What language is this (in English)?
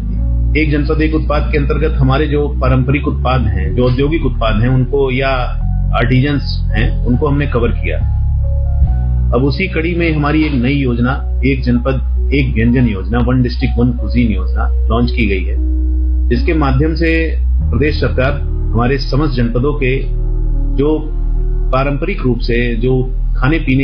Hindi